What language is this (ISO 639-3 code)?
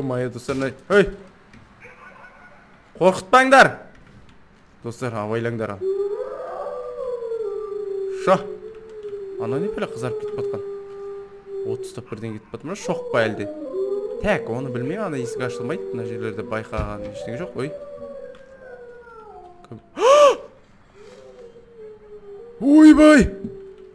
kaz